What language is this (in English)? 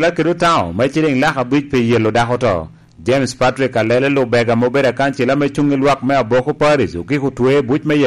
Lango (Uganda)